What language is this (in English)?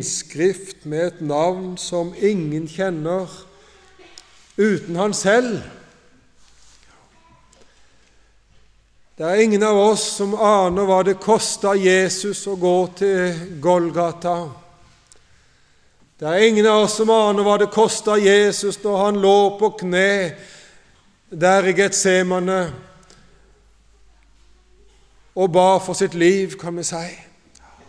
Norwegian